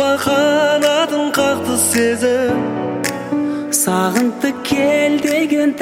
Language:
Kazakh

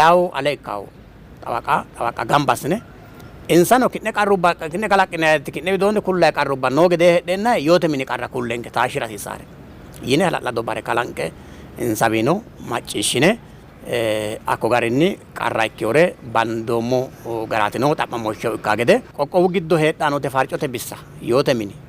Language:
Sidamo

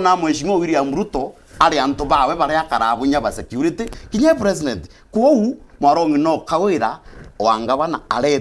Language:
Meru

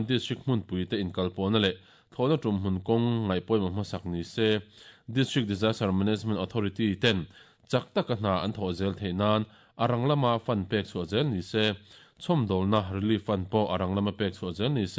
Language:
Mizo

